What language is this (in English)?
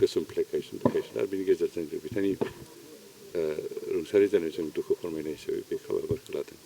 Bodo